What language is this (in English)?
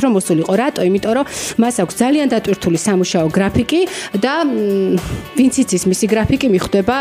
Georgian